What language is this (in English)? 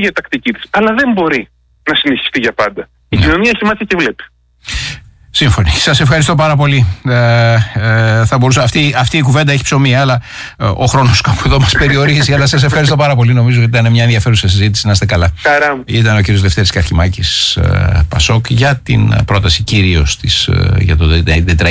Greek